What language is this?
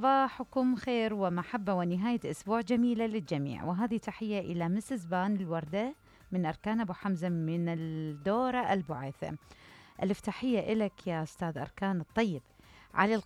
Mesopotamian Arabic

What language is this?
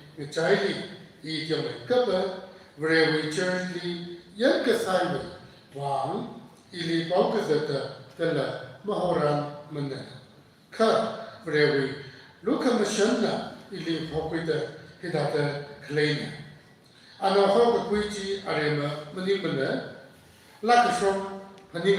Tangkhul Naga (India)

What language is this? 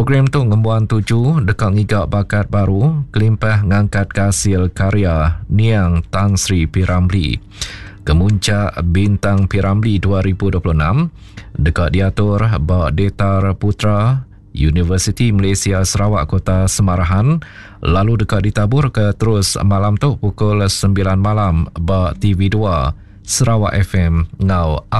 Iban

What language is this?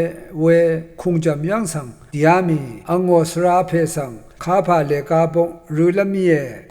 Rawang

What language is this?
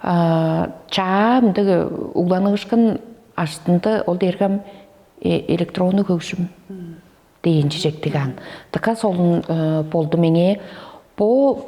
Tuvinian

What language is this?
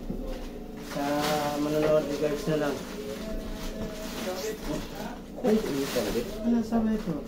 Filipino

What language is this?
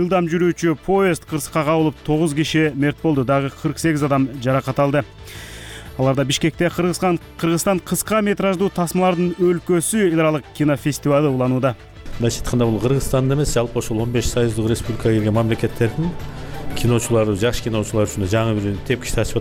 Kyrgyz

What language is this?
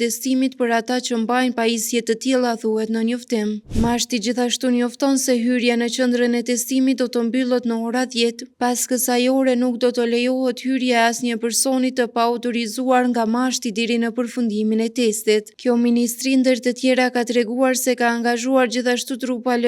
Albanian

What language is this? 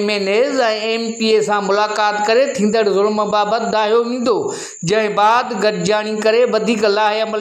Sindhi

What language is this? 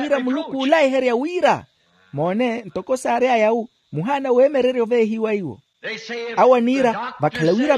Makhuwa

